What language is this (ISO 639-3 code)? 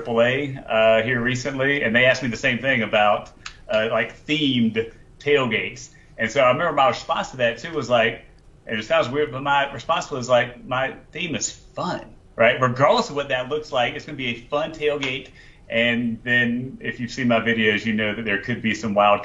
eng